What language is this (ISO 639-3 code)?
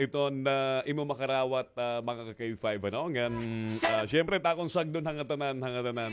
war